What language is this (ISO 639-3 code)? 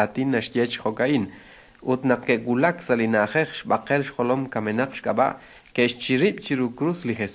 kek